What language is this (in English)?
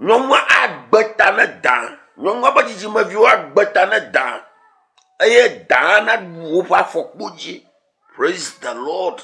Ewe